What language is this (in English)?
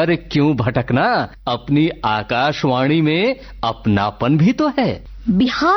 Hindi